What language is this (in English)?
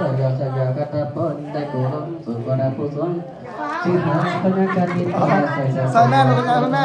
Lao